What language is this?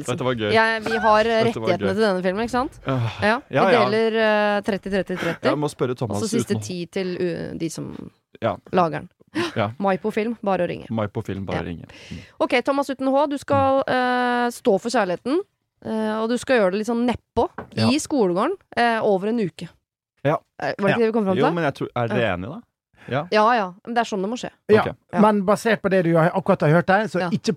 Norwegian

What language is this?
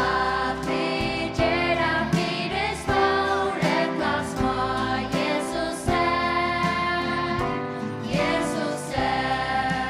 Faroese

